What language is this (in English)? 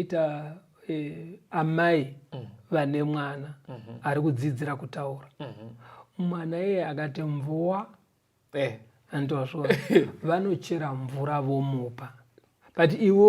Shona